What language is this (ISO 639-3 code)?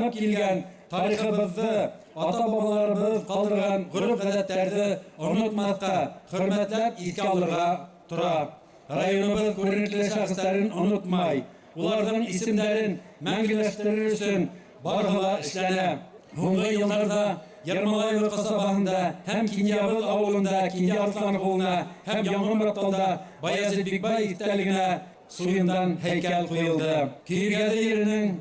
bak